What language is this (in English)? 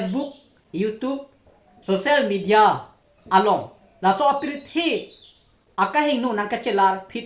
Karbi